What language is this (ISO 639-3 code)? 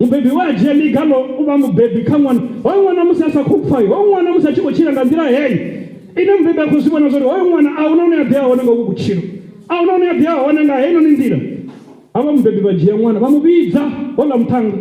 ven